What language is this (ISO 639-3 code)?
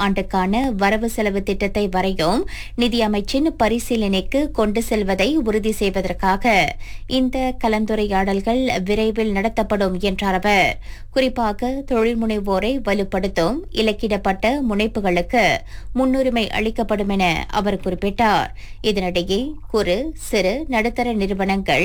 tam